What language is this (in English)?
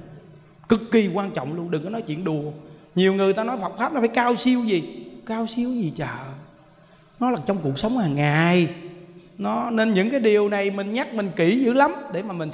Vietnamese